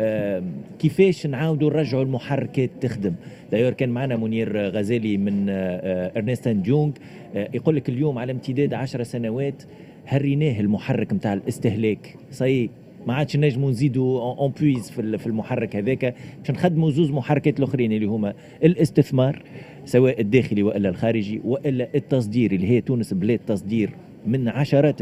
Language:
Tunisian Arabic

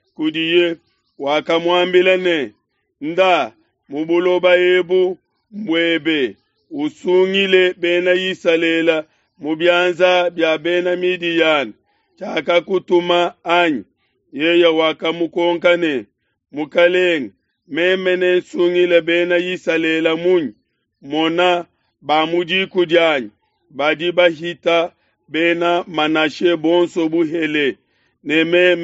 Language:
Luba-Lulua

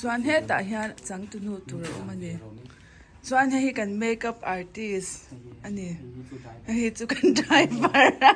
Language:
Mizo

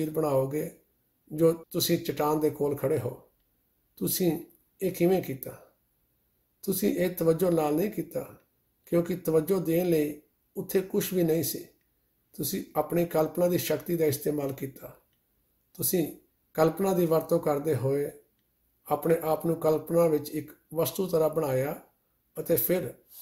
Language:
Punjabi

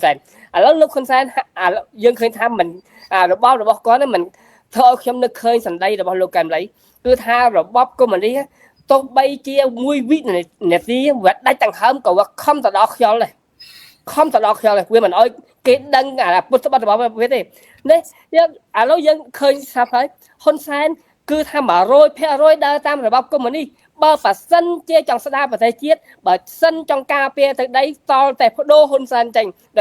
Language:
Khmer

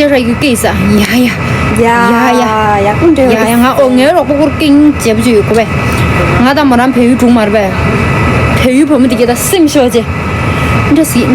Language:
Tibetan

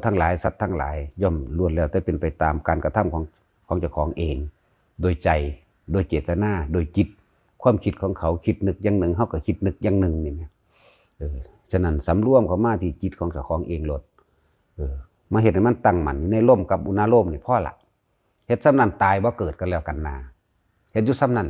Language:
Lao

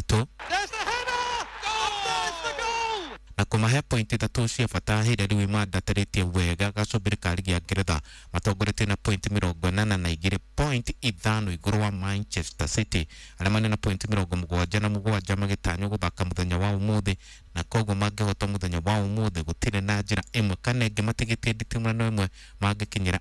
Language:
Kikuyu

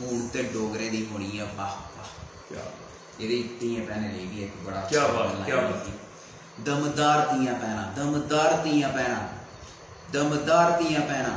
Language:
Dogri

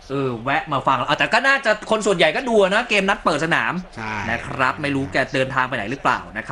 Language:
Thai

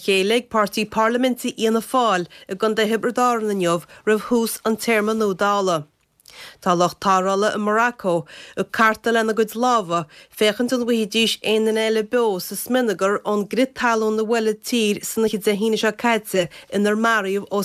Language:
Irish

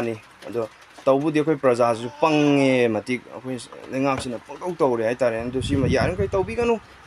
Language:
Manipuri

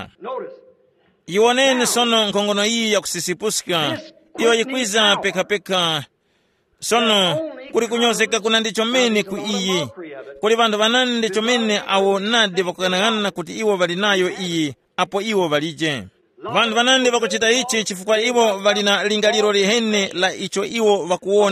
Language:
Tumbuka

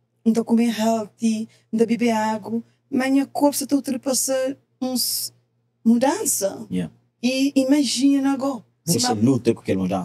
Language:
Kabuverdianu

